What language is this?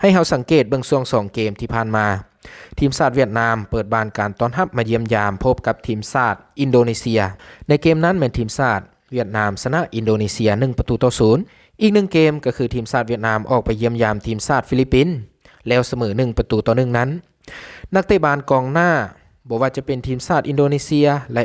Lao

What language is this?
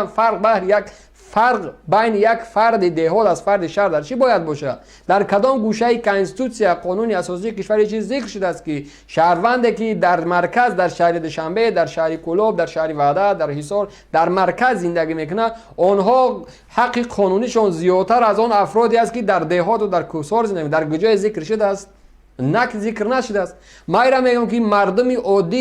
Tajik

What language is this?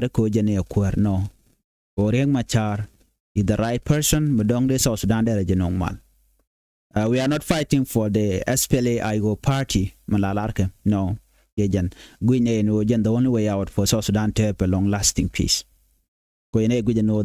Nuer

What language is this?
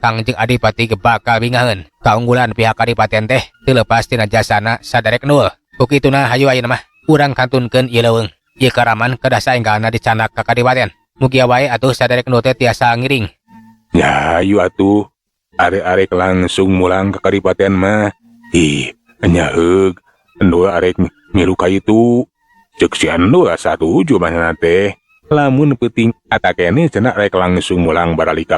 Sundanese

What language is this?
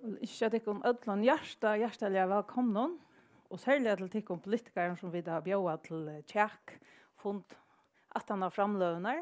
Faroese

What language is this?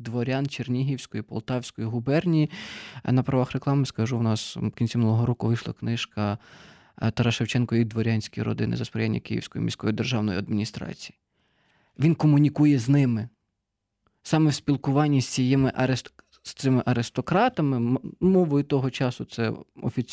Ukrainian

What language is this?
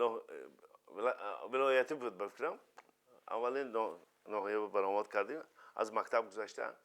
Tajik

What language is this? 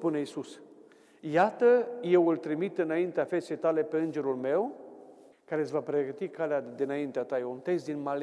Romanian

